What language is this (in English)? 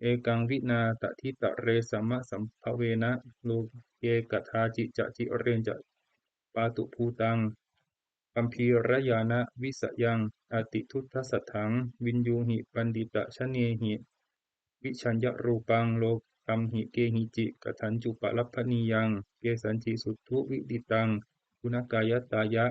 Pali